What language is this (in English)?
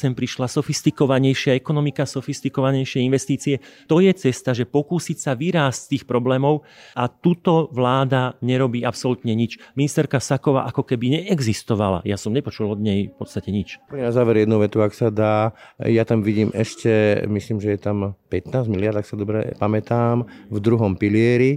Slovak